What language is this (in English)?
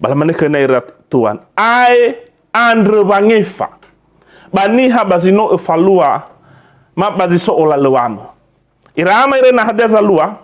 Nias